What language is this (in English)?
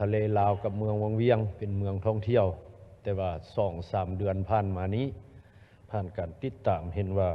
Lao